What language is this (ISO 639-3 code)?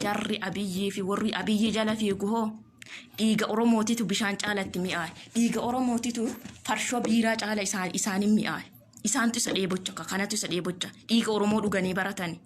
orm